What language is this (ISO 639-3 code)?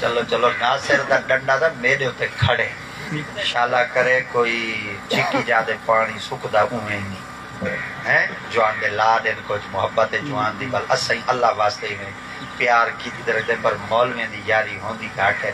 skr